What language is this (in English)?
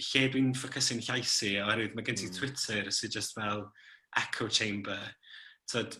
Welsh